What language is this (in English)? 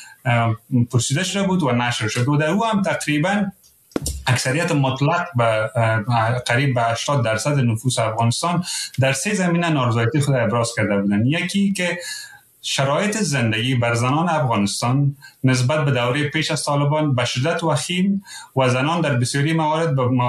Persian